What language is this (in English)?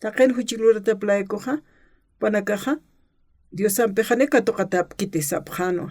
Aymara